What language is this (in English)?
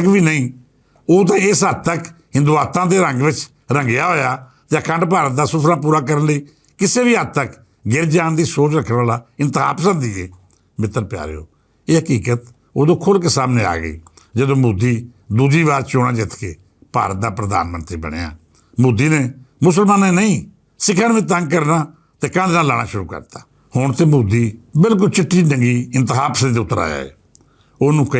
Western Panjabi